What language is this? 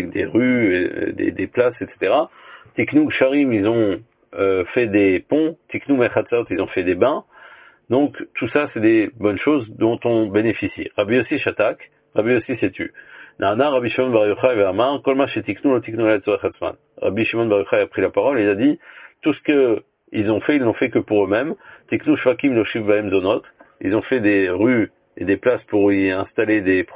French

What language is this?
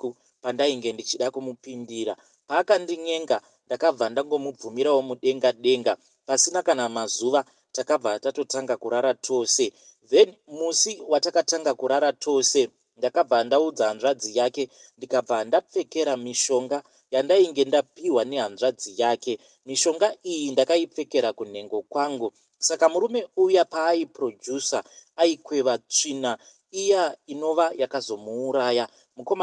Shona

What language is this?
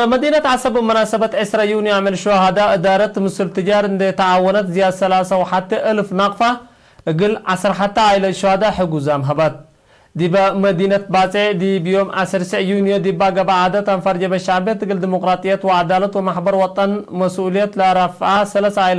Tigre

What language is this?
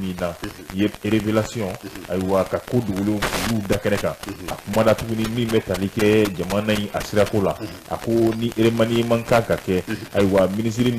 Bambara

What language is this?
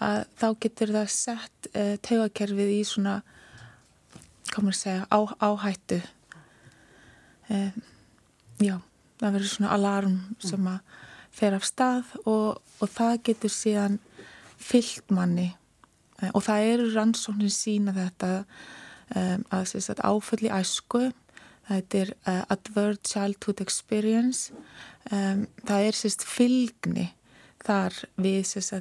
Icelandic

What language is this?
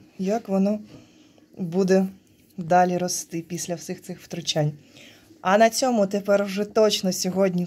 Ukrainian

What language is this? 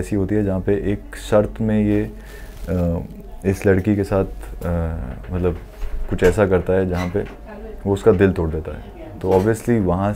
Hindi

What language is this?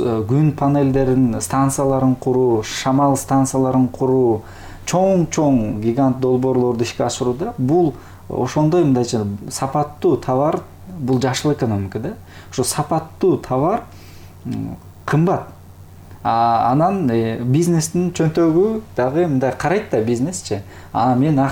Kyrgyz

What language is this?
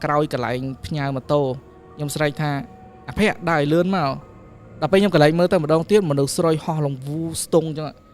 Khmer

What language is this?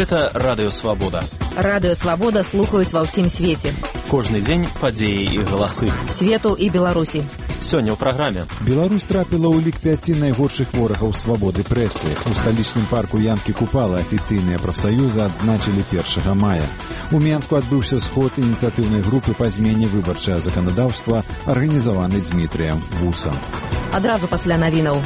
Belarusian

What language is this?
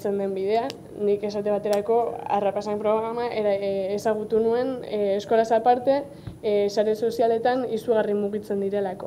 Basque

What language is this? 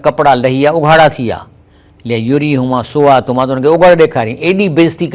Sindhi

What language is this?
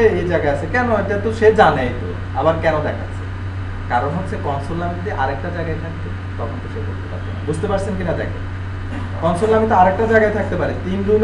Bangla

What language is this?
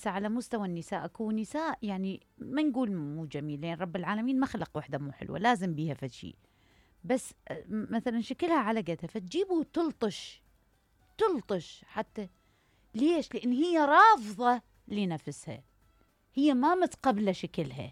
Mesopotamian Arabic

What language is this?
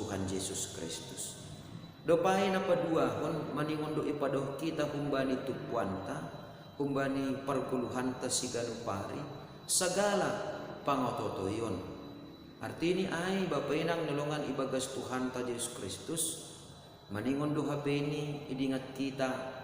Batak Simalungun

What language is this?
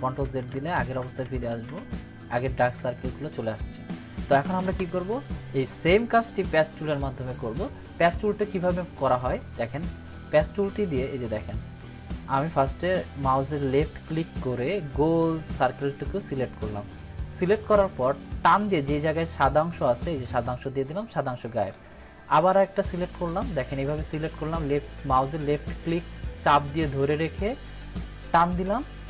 Bangla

